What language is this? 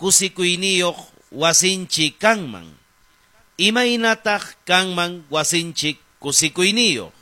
Ayacucho Quechua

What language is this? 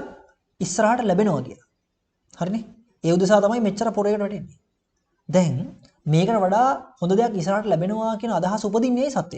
Sinhala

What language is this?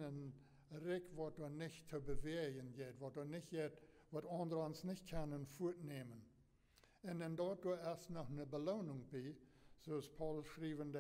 Plautdietsch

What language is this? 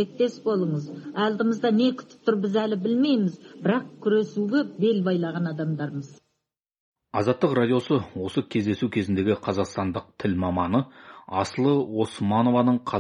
Kazakh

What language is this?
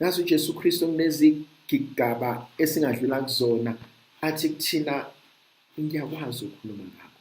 Zulu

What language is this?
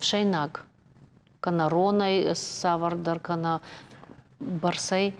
Ossetic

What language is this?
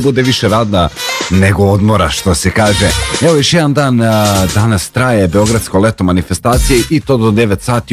Serbian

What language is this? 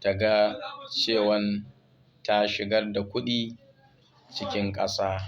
Hausa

